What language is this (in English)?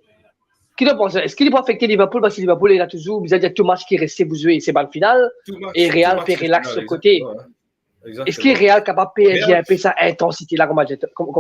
Morisyen